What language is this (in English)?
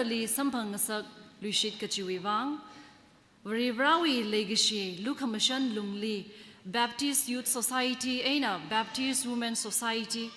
Tangkhul Naga (India)